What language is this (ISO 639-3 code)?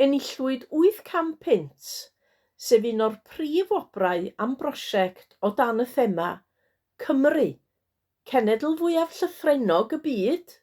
cym